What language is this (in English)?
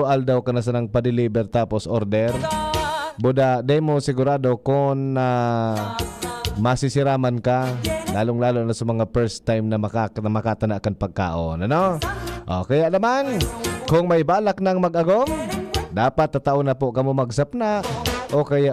Bikol